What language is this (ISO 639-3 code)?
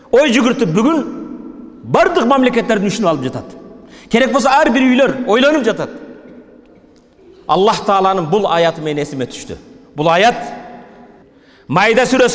kir